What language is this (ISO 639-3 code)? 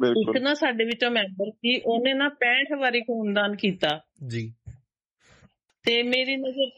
pan